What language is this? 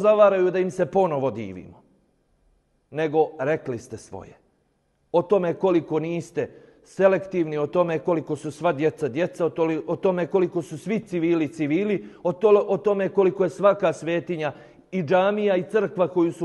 Bosnian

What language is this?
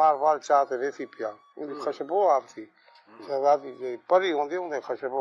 Saraiki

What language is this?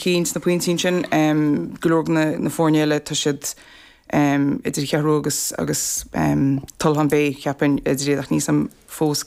Irish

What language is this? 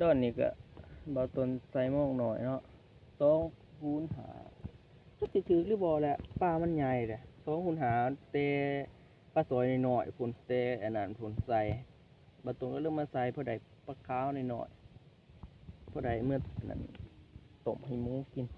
Lao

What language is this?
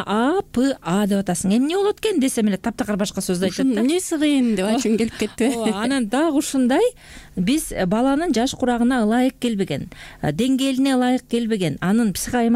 Kyrgyz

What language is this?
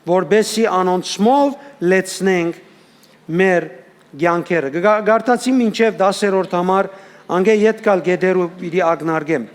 Western Armenian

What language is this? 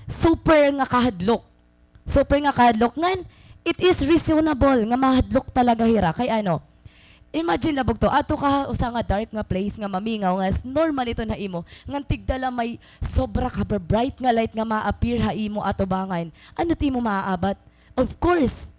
Waray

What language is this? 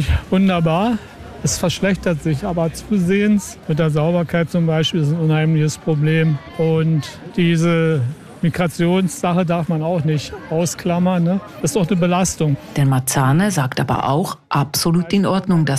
German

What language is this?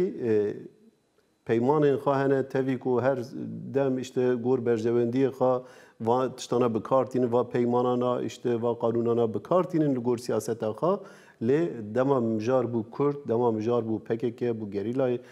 Kurdish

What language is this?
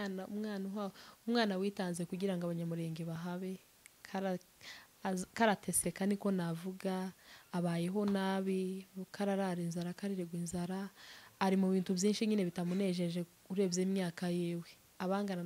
Kinyarwanda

